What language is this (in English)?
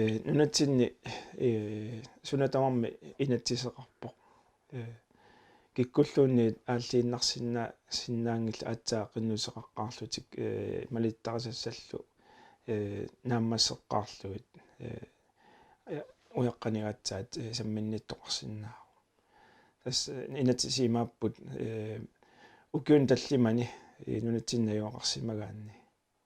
Kalaallisut